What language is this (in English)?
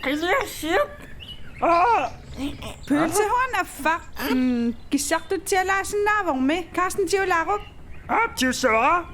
Kalaallisut